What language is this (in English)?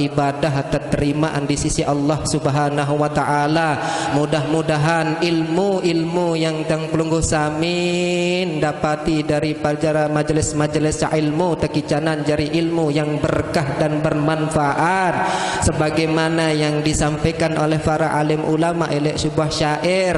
Sasak